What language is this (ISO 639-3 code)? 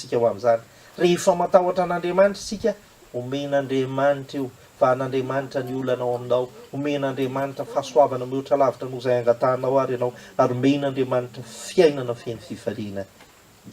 mlg